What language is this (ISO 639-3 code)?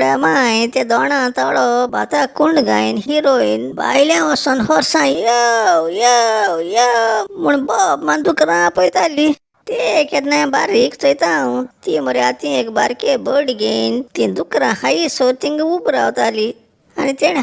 kok